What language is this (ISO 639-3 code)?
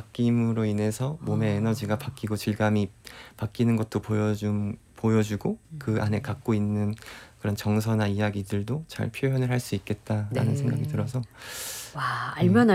kor